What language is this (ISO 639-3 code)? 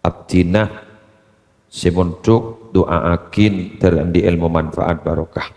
mad